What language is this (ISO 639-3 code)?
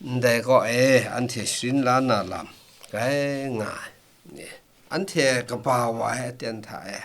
kac